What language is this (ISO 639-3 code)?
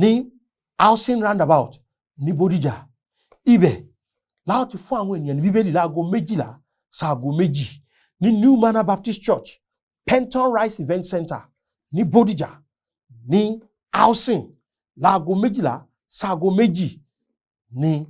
yor